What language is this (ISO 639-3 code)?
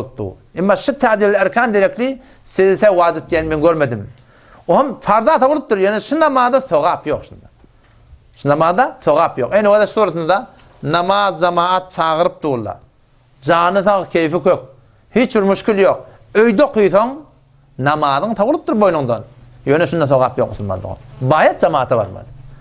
tuk